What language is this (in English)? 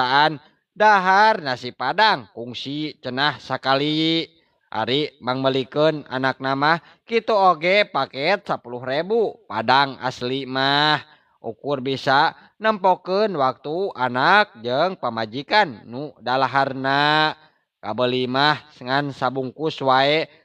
Sundanese